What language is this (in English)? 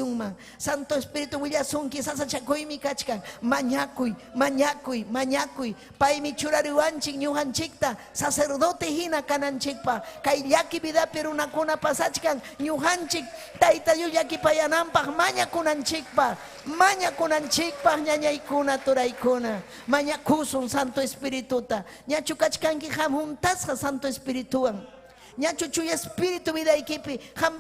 Ayacucho Quechua